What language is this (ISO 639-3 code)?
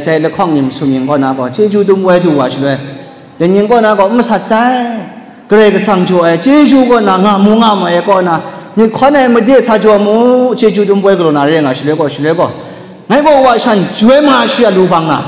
kac